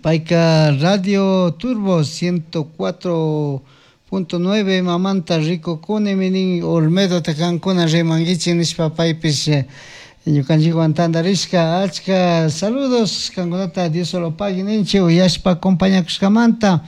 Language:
Chimborazo Highland Quichua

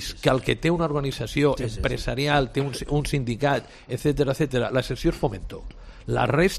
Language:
Catalan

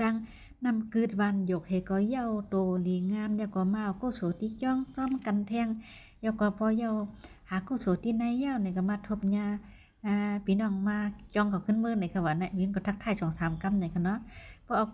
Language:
Shan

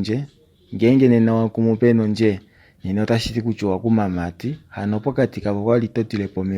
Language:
Kuanyama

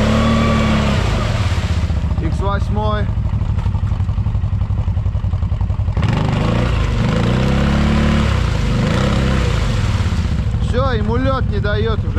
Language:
Russian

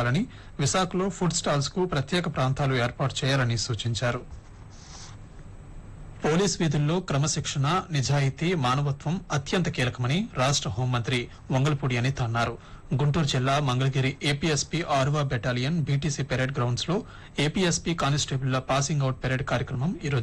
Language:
Telugu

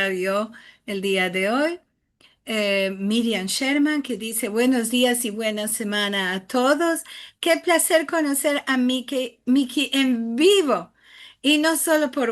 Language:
Ladino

